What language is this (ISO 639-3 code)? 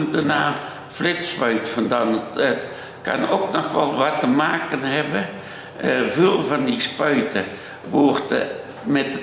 lim